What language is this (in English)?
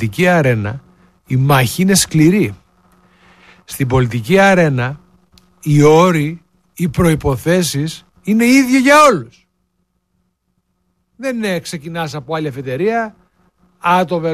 Greek